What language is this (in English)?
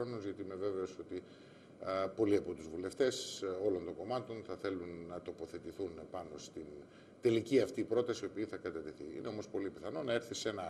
Greek